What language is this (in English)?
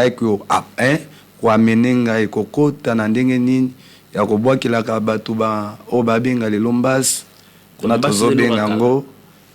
Lingala